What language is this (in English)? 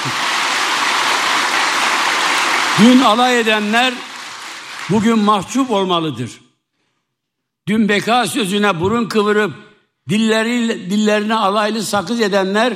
Turkish